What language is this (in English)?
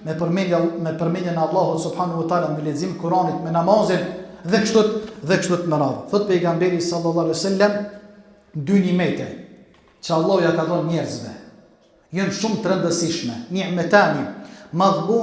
Albanian